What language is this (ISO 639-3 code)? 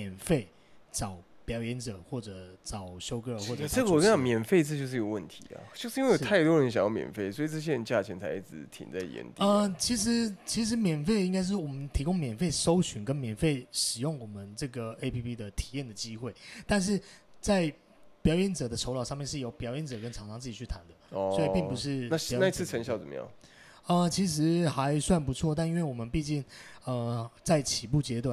zho